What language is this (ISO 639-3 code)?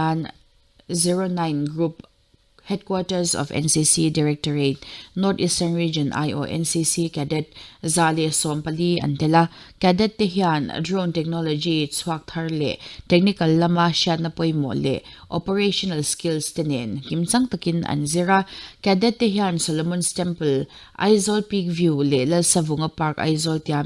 lus